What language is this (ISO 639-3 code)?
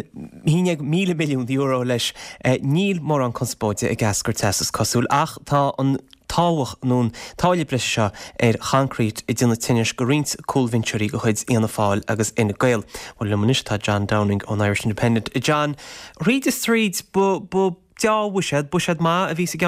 gle